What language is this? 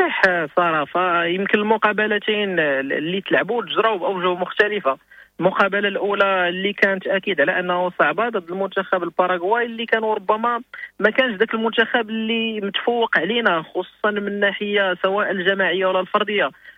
Moroccan Arabic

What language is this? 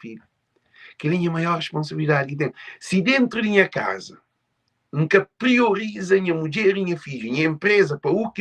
Kabuverdianu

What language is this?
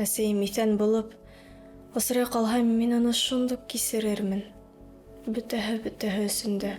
Bashkir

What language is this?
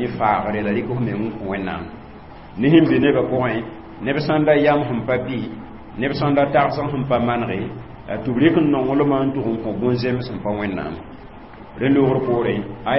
Mossi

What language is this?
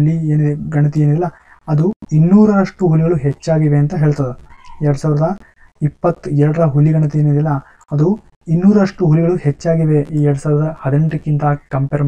Kannada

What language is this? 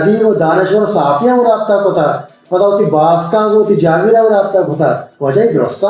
Baluchi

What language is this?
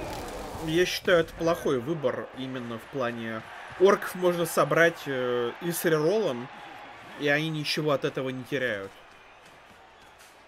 Russian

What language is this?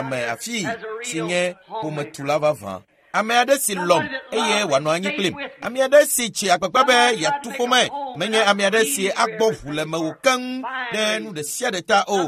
Ewe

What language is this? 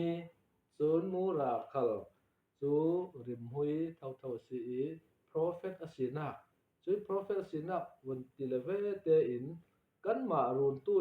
Falam Chin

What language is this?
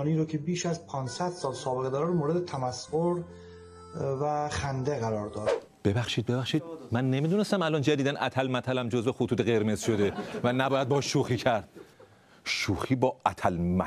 Persian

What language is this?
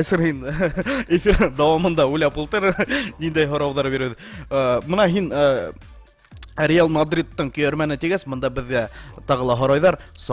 Bashkir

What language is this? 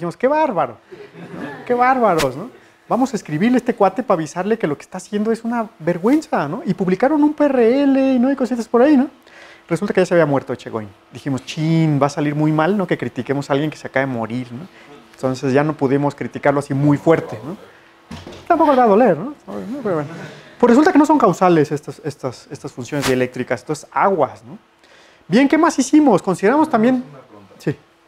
Spanish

